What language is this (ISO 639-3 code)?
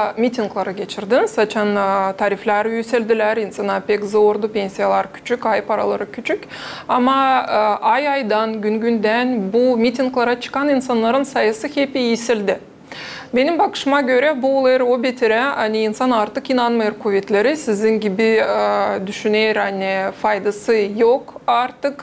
gag